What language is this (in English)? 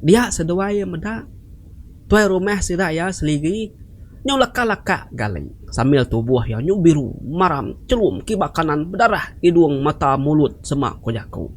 Iban